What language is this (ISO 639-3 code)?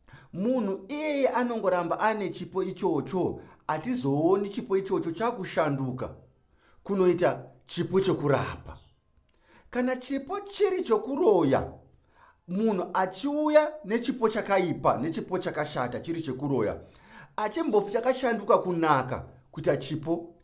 sna